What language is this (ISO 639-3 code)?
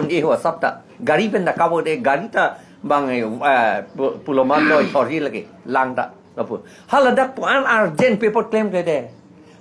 mjw